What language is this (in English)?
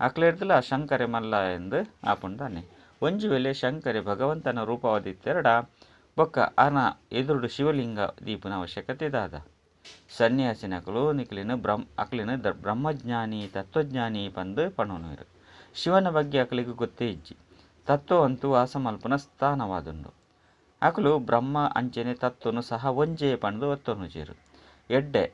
Tulu